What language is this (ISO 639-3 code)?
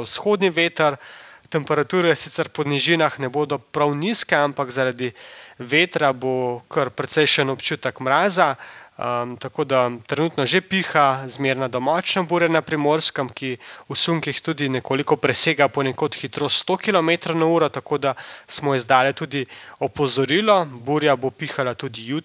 slv